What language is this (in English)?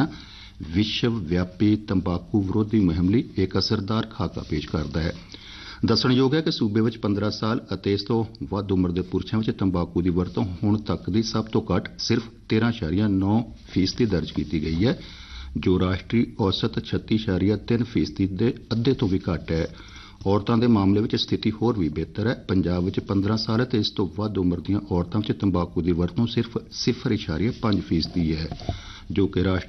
Punjabi